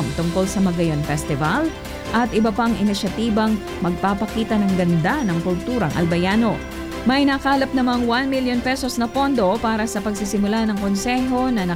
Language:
Filipino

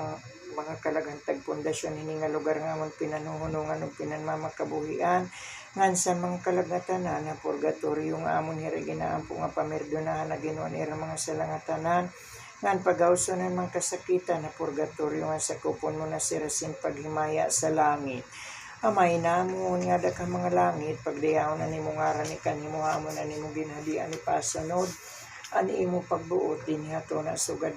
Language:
Waray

